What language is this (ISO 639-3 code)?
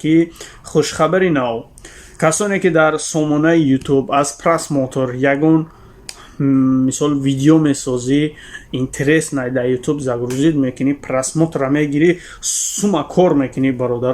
tgk